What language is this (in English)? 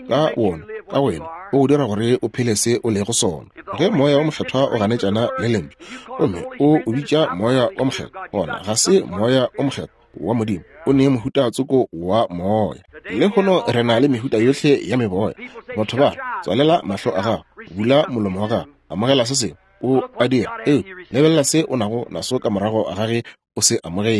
Northern Sotho